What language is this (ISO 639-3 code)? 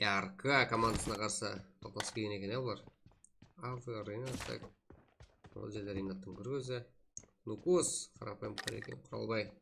kaa